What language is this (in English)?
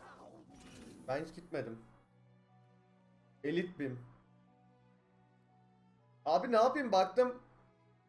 Turkish